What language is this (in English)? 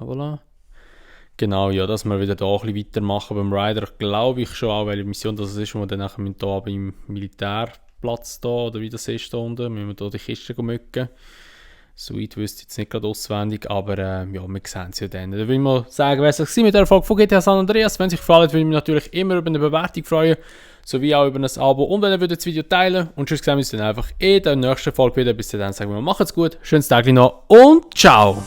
Swiss German